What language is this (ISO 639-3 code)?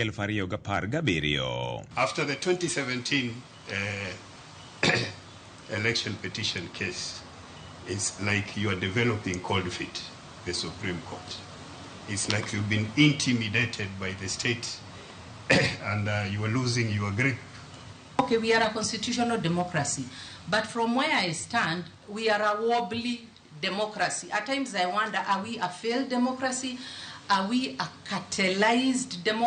luo